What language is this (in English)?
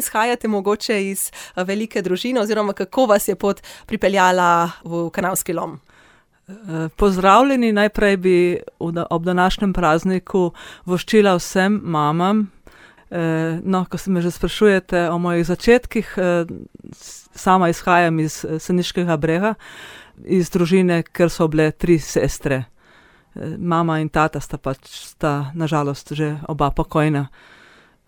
Slovenian